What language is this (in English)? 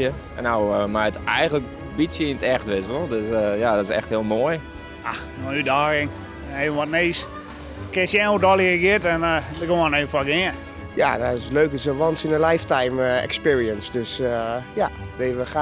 Western Frisian